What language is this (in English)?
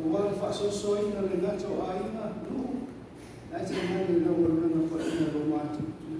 Samoan